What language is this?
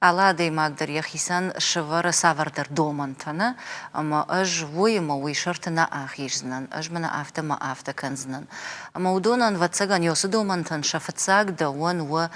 Ossetic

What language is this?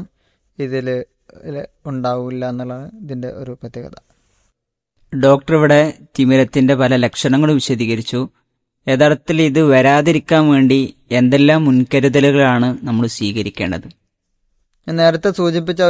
Malayalam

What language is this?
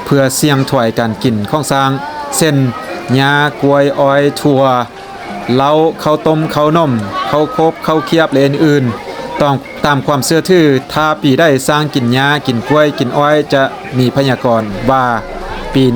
Lao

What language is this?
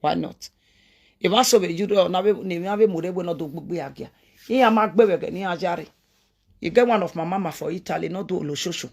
Nigerian Pidgin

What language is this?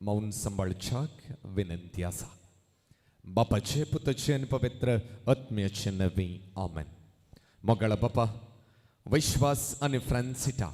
Konkani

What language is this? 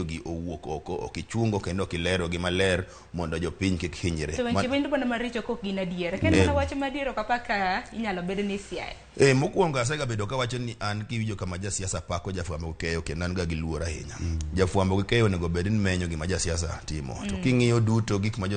Luo (Kenya and Tanzania)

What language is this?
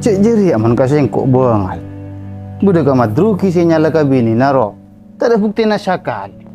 Madurese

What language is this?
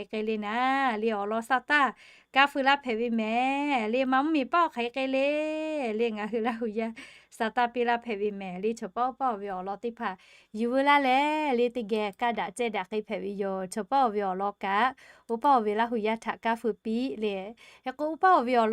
Lahu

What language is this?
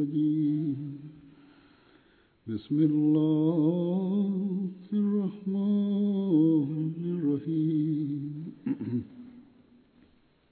Bangla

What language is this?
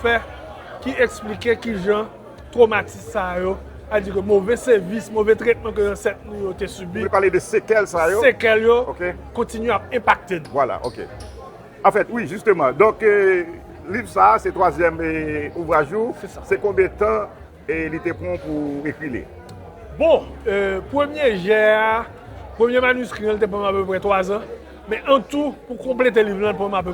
Haitian Creole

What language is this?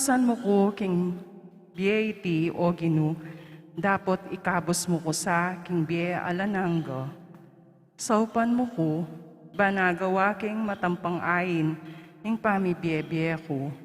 Pampanga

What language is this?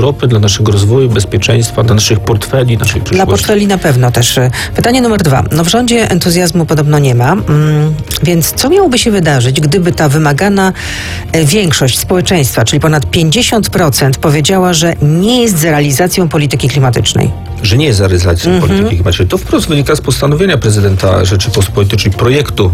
Polish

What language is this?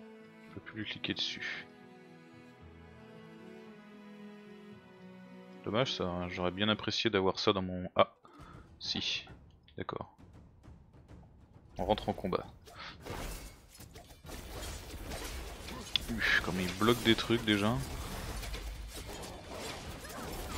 French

